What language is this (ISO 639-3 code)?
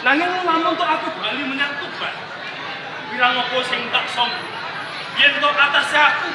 jav